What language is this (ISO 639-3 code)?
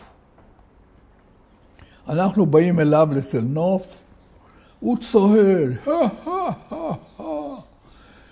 heb